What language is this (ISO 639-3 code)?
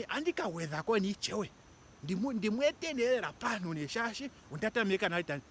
ndo